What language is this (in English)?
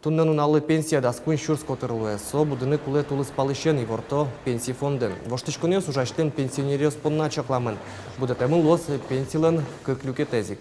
Udmurt